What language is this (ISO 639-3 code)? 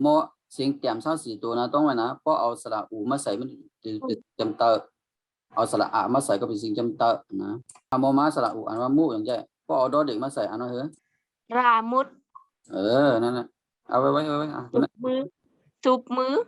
shn